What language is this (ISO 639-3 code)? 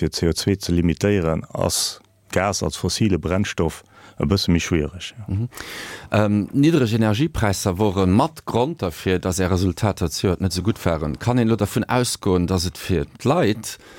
ltz